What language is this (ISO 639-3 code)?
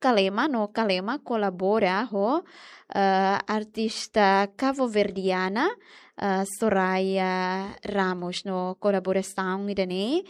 tet